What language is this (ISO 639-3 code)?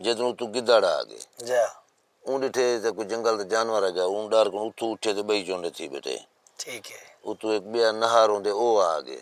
skr